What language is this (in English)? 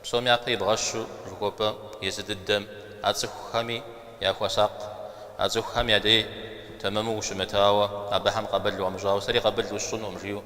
Kabardian